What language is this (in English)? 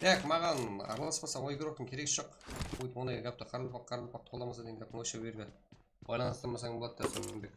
Kara-Kalpak